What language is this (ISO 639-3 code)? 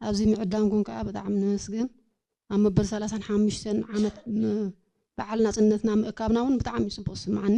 tir